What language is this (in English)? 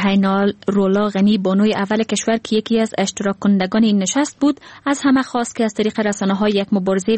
Persian